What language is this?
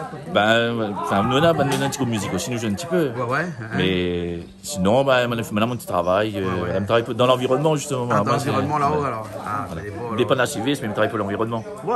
Réunion Creole French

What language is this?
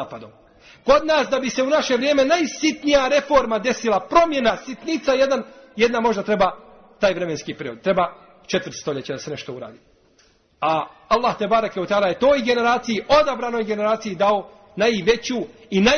Bosnian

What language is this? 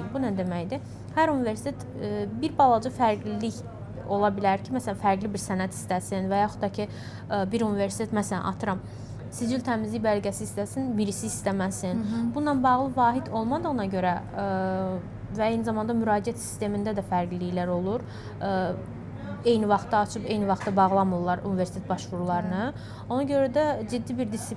Azerbaijani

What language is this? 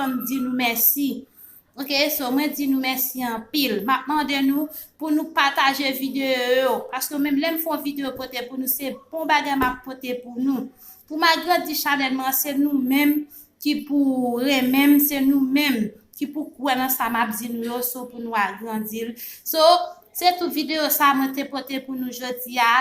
Haitian Creole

